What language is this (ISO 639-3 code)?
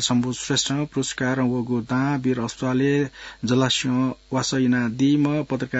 new